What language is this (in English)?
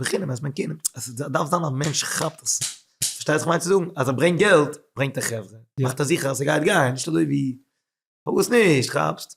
Yiddish